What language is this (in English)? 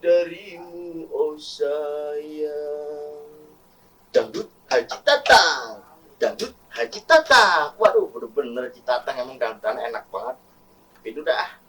Betawi